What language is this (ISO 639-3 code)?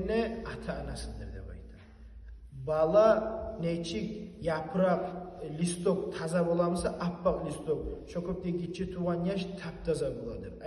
kum